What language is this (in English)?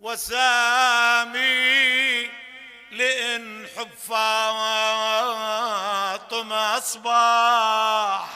Mesopotamian Arabic